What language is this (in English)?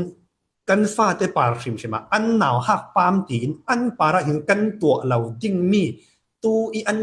Falam Chin